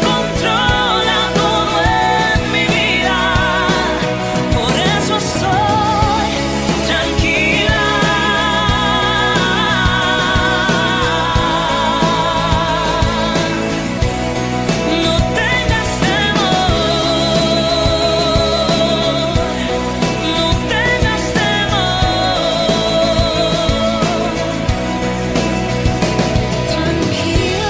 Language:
Spanish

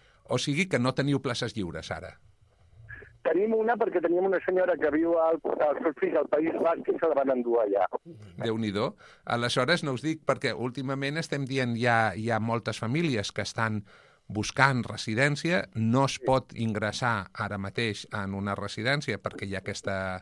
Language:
Catalan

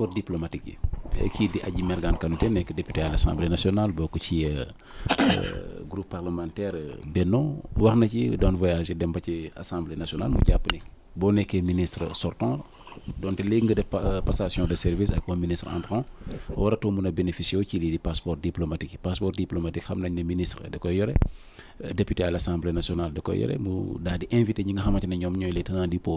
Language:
Wolof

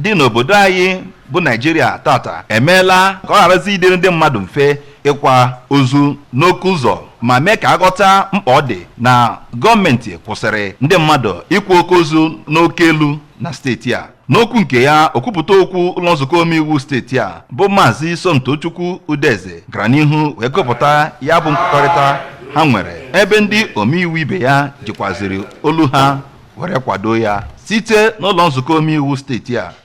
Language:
Igbo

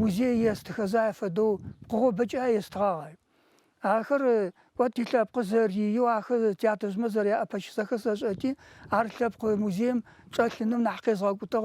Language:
Adyghe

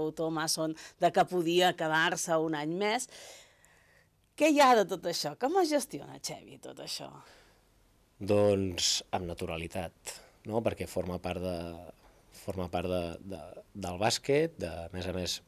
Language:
Catalan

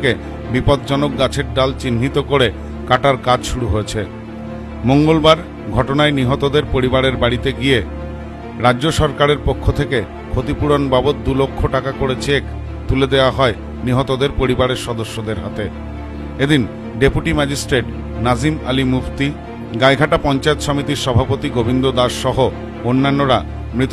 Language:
Bangla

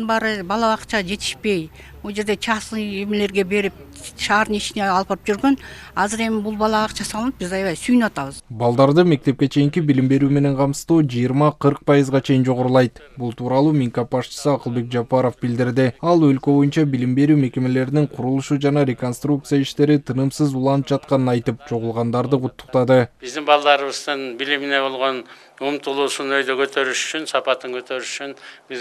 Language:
Kyrgyz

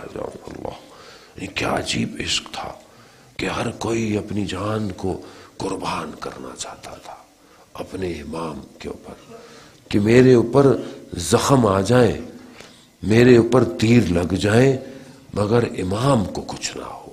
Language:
Urdu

